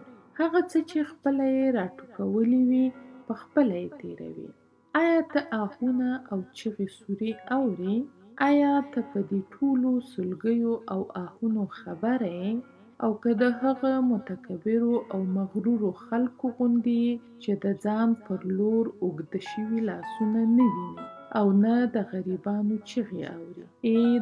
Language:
Pashto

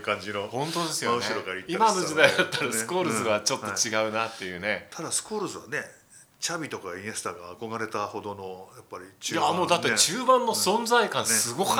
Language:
Japanese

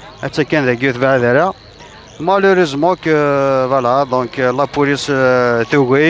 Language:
Kabyle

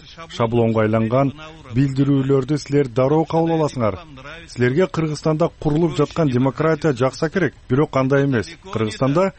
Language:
Kyrgyz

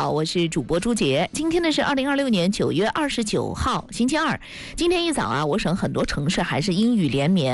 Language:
Chinese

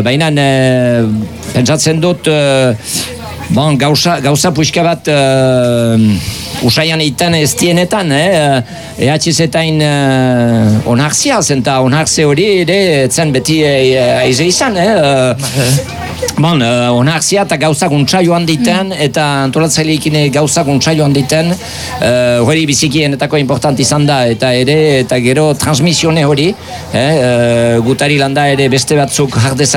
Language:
Basque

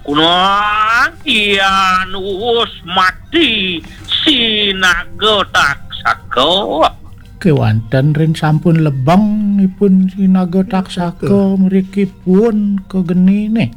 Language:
Balinese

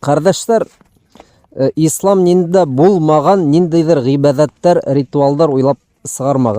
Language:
Bashkir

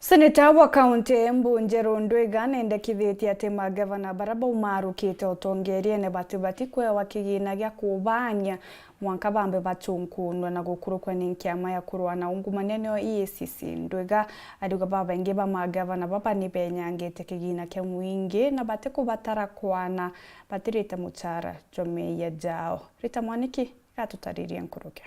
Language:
Meru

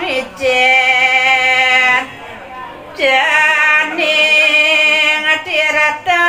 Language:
Balinese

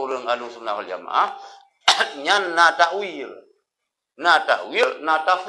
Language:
Achinese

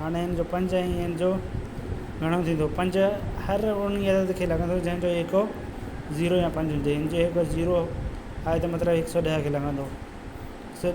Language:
Sindhi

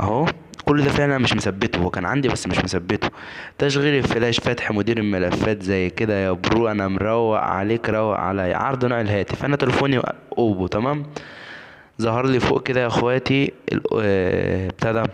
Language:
Egyptian Arabic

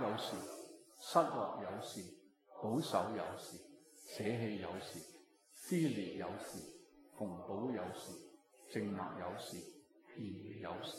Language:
Cantonese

